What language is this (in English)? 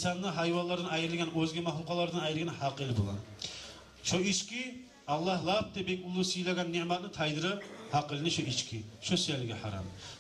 Kumyk